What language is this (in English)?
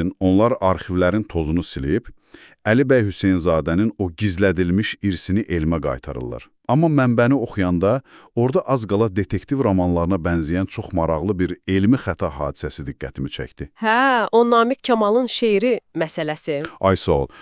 Azerbaijani